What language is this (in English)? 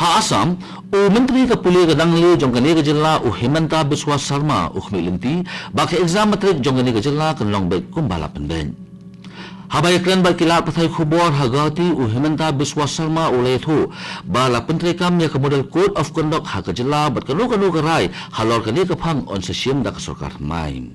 Khasi